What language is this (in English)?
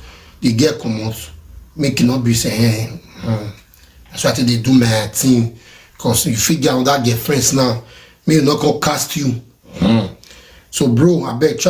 Nigerian Pidgin